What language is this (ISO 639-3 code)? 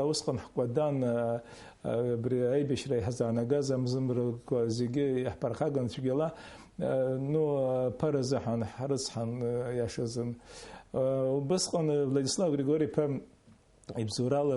abk